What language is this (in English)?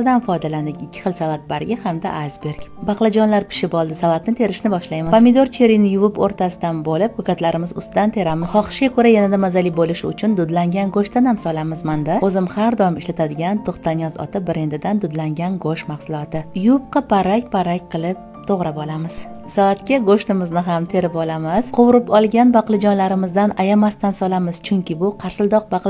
Uzbek